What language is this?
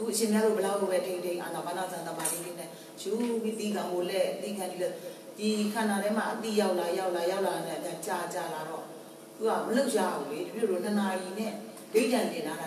Burmese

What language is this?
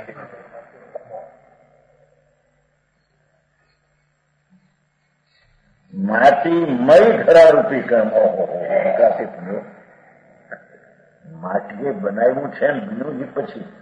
Gujarati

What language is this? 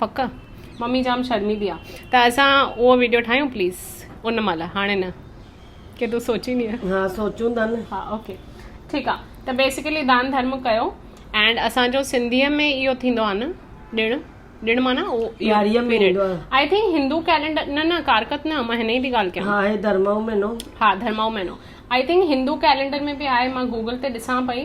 Sindhi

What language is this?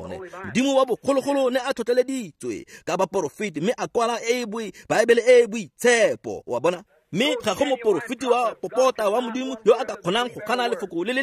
Tswana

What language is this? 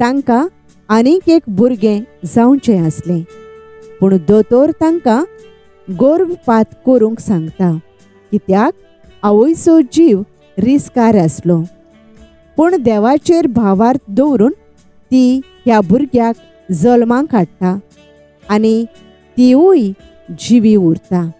Konkani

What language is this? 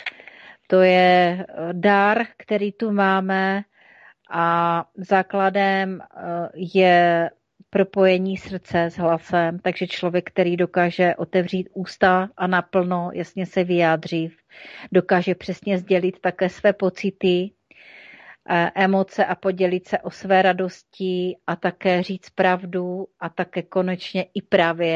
Czech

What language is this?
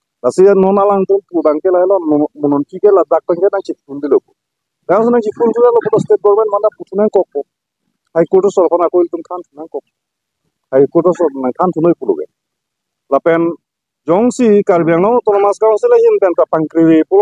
Karbi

